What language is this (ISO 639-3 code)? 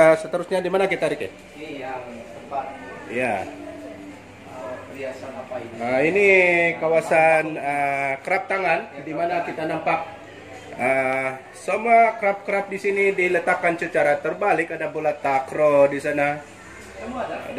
msa